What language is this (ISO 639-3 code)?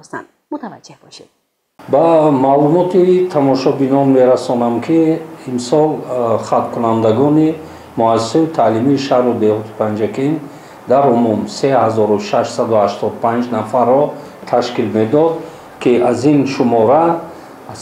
tgk